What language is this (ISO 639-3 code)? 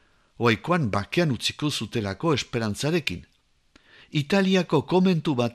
eus